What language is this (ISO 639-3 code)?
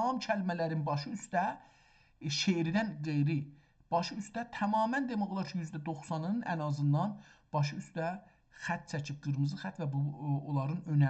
azb